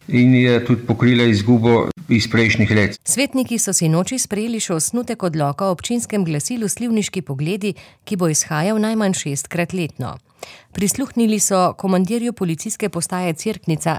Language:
Slovenian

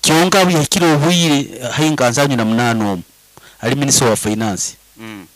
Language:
Nyoro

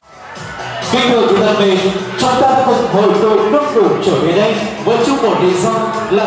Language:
Vietnamese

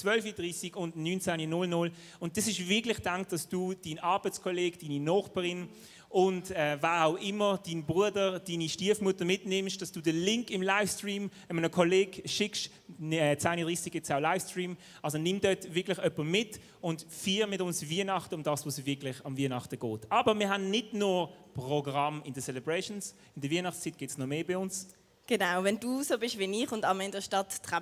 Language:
Swiss German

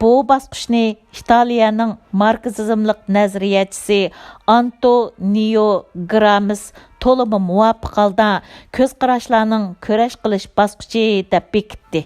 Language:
Uyghur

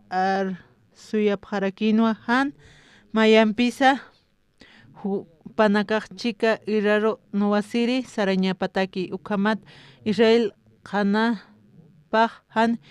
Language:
Aymara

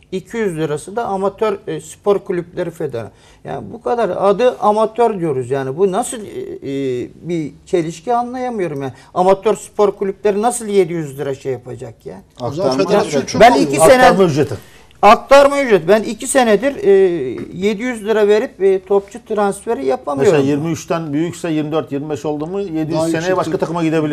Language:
Turkish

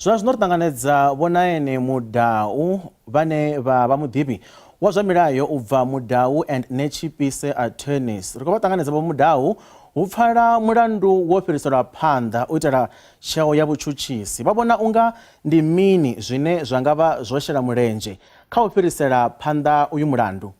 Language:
Venda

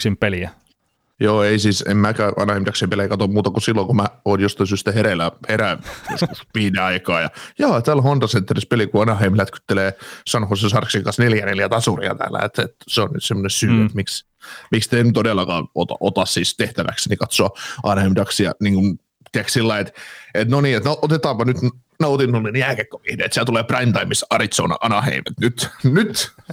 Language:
Finnish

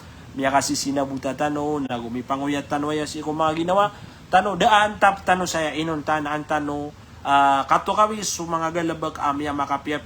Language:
Maranao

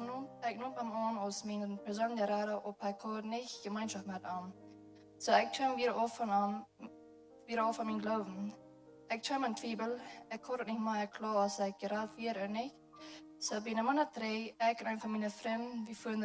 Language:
Plautdietsch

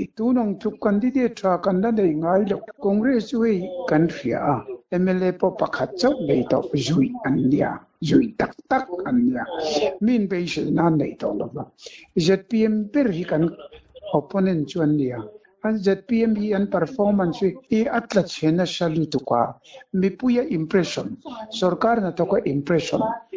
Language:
Mizo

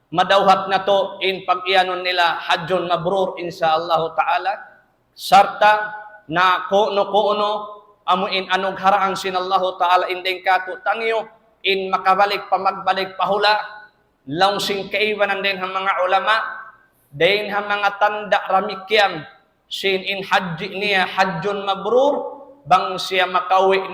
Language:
Tausug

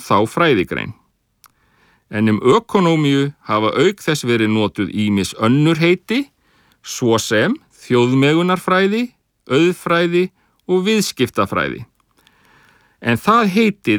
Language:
Icelandic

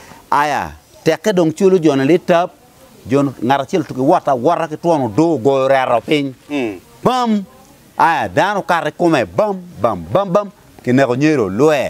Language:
Acoli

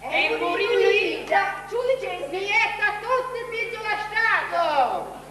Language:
Sicilian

